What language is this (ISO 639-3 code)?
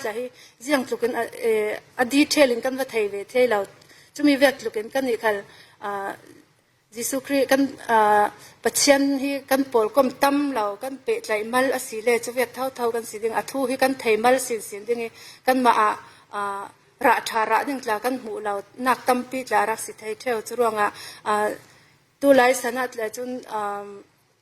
cfm